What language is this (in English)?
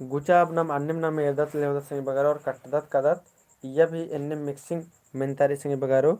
Kurukh